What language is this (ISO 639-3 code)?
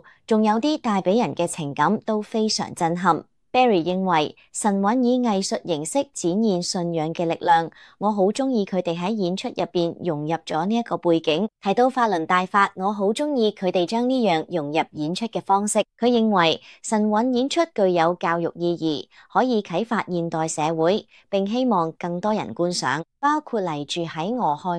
yue